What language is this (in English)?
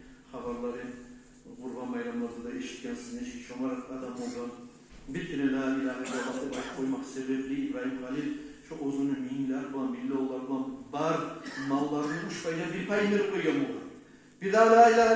Kumyk